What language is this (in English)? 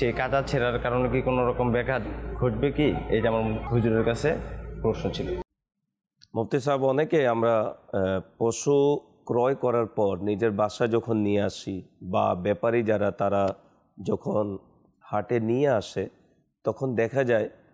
Bangla